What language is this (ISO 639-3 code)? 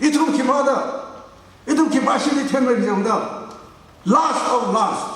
nmf